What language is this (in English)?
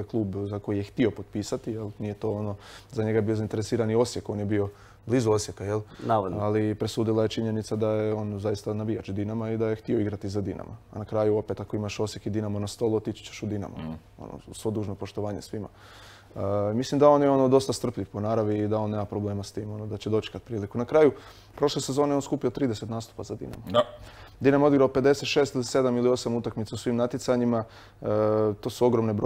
Croatian